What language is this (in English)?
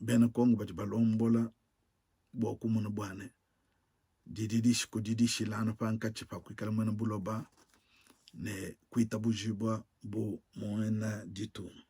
Luba-Lulua